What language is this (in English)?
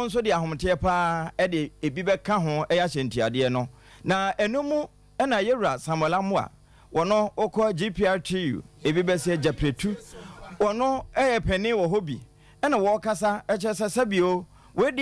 Akan